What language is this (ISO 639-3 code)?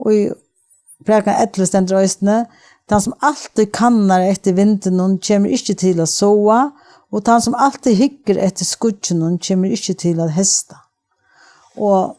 fao